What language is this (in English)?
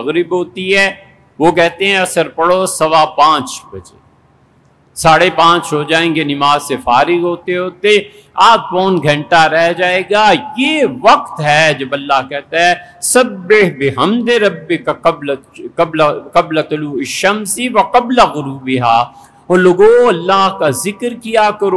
Urdu